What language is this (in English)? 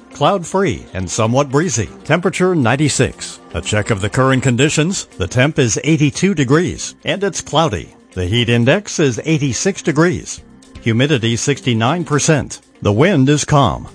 English